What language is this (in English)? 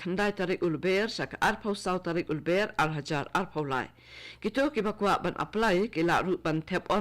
Khasi